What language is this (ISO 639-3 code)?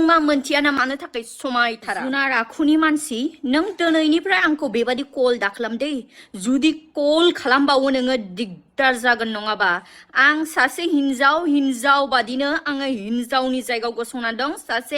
brx